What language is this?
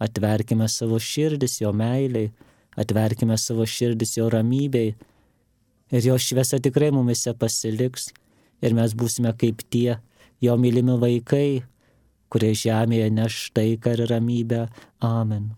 Lithuanian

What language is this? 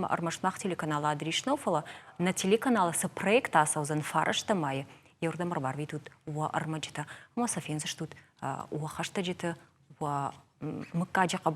Ossetic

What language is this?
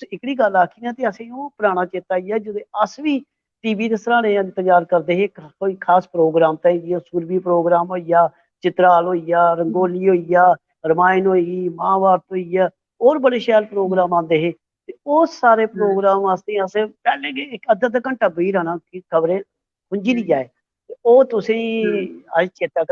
Dogri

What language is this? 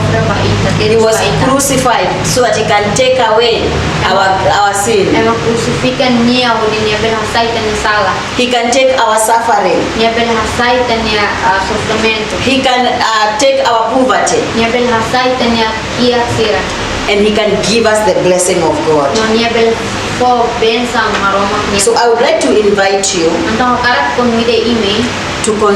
Tetum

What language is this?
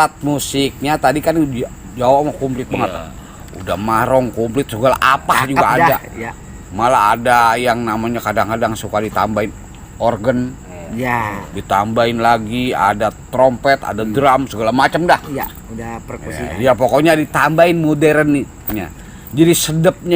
Betawi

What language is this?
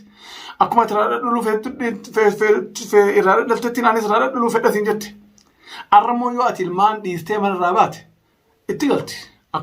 Oromo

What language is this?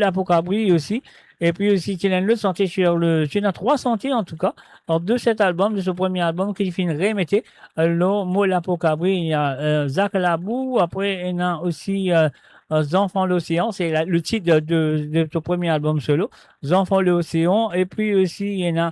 Morisyen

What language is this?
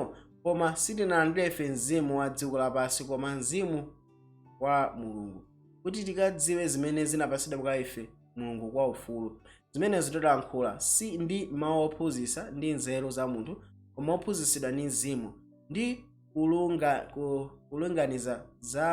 Nyanja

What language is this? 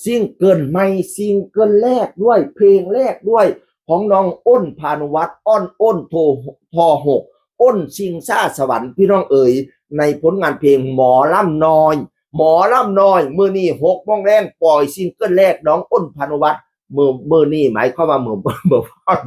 Northeastern Thai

